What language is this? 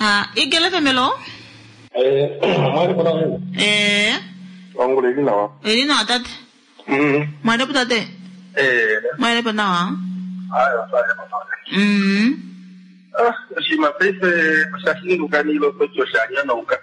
Kuanyama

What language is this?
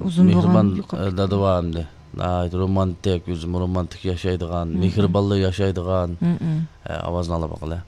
Uyghur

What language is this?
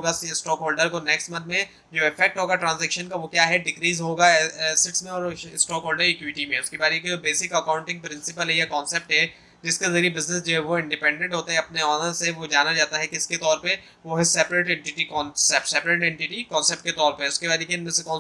Hindi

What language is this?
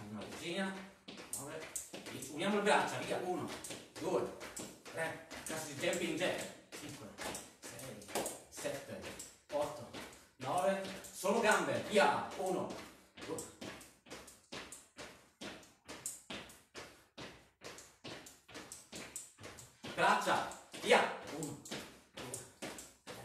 Italian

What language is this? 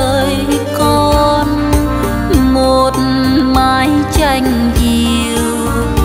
Vietnamese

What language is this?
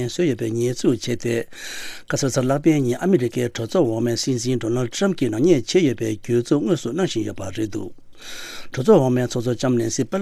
Tibetan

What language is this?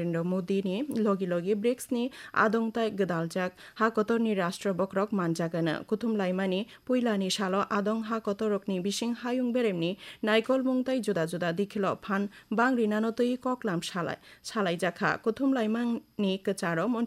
Kok Borok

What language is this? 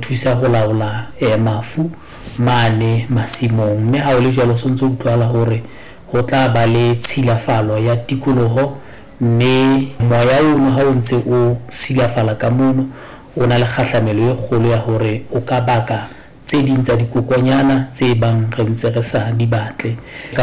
Southern Sotho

